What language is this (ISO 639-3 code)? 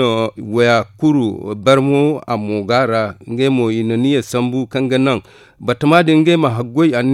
dje